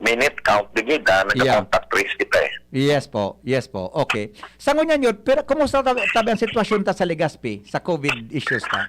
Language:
Bikol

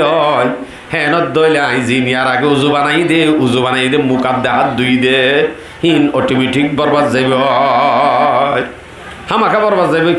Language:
Rohingya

